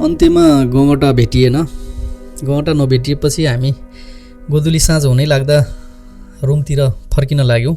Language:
Nepali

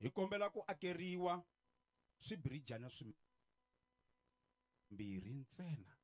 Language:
Tsonga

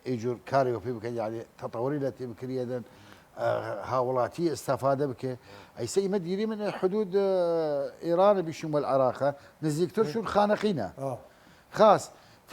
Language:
Southern Kurdish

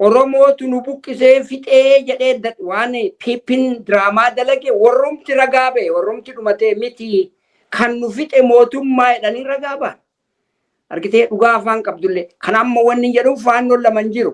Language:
Oromo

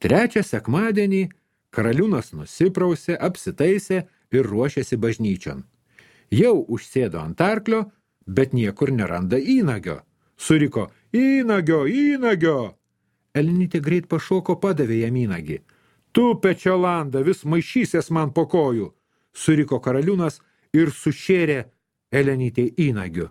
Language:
Lithuanian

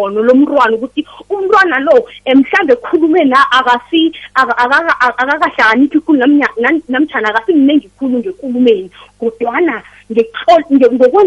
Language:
South Ndebele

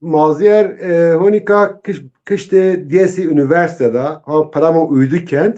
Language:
Zaza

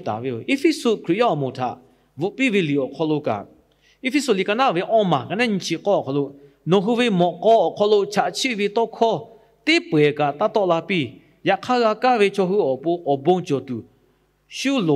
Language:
Lahu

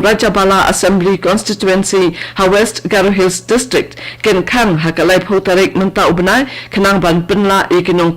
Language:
Khasi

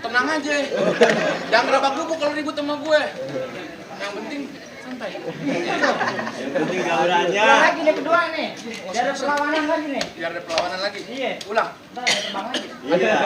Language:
Betawi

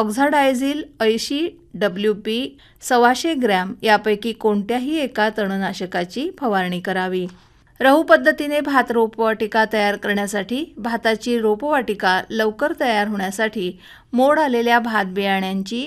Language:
Marathi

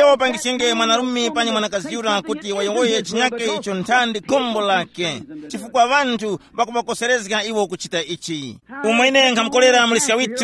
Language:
Tumbuka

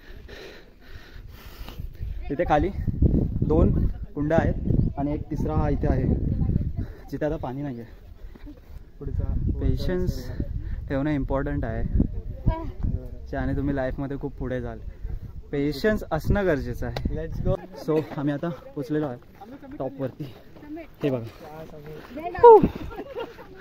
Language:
Marathi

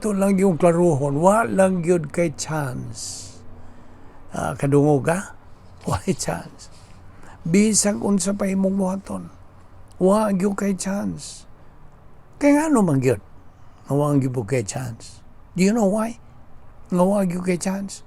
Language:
Cebuano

